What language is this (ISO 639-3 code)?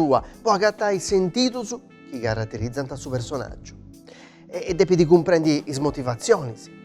srd